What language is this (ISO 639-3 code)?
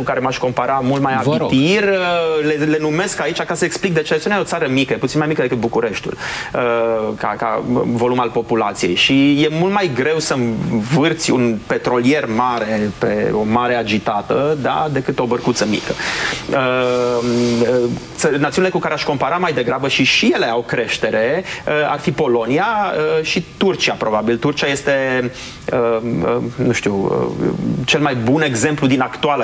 ron